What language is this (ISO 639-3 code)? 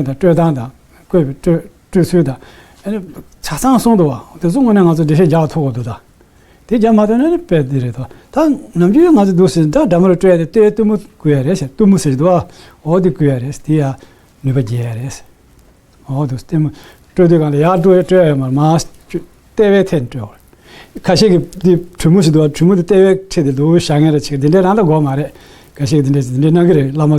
bod